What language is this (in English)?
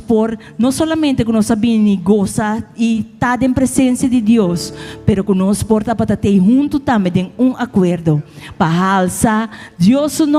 Papiamento